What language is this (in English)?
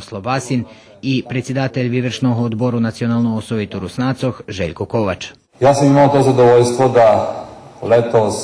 Rusyn